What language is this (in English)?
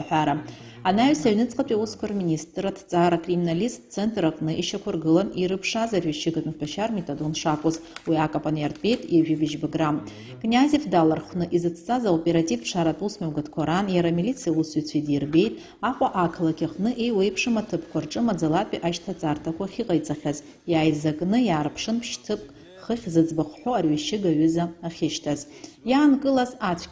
Abkhazian